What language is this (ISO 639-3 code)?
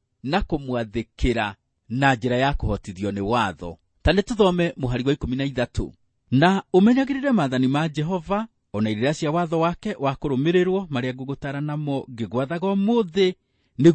kik